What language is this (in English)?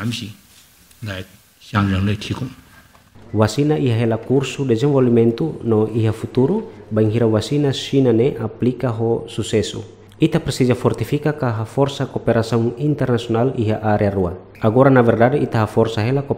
Tetum